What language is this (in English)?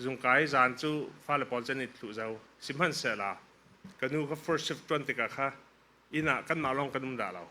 Falam Chin